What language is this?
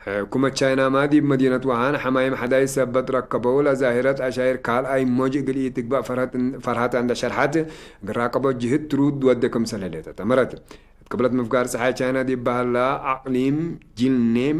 Tigre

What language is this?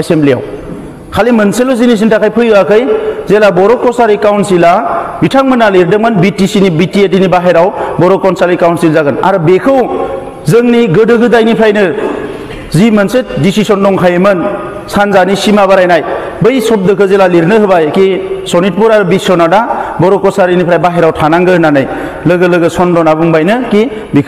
Bodo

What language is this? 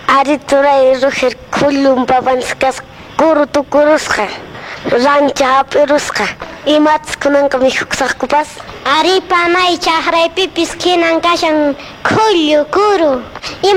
Quechua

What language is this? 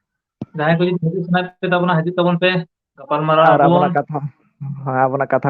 Santali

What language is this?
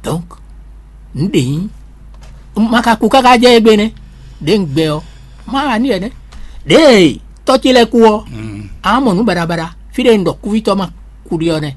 Fon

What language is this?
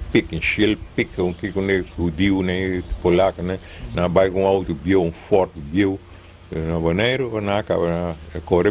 Papiamento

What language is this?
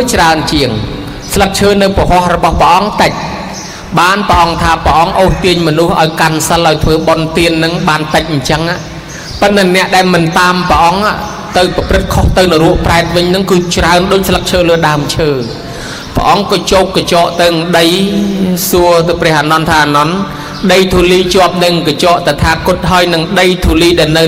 Khmer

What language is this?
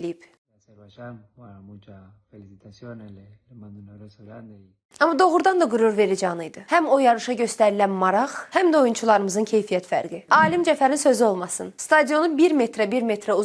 Azerbaijani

